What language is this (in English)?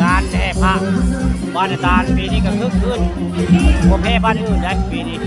Northeastern Thai